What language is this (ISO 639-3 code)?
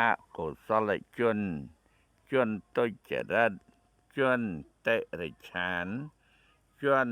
khm